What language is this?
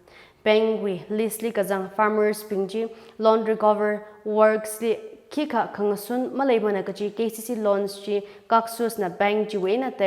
Tangkhul Naga (India)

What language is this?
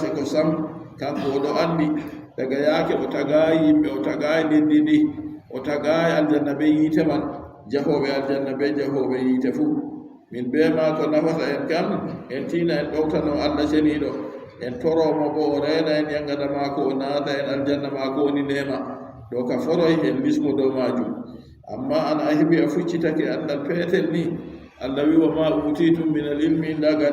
Adamawa Fulfulde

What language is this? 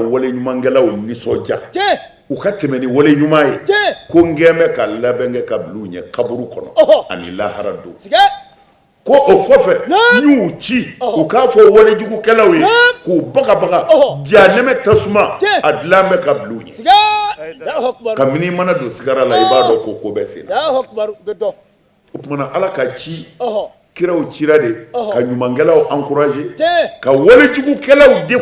Bambara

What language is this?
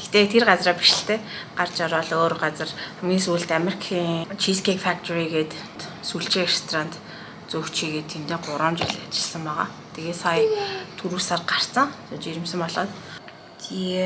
Mongolian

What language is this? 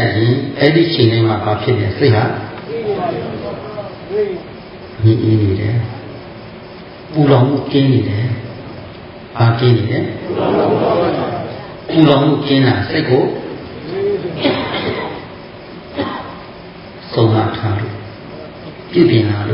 Burmese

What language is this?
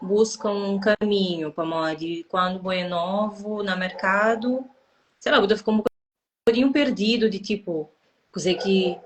Kabuverdianu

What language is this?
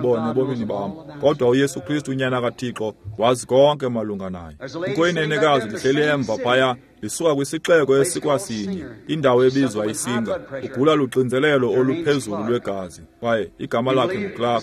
Xhosa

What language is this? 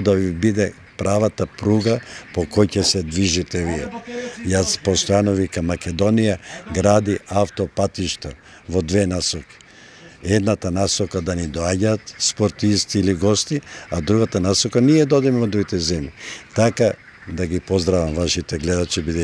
Macedonian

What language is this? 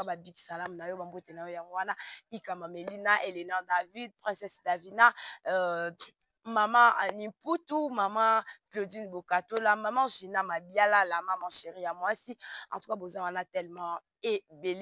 Lingala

